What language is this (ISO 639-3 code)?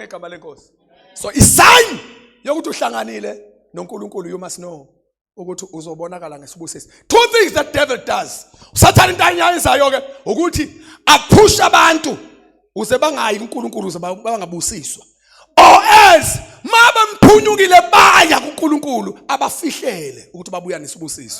zul